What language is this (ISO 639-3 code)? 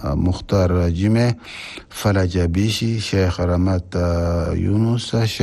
shu